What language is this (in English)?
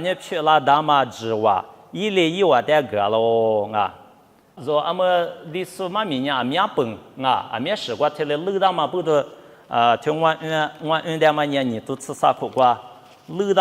Lisu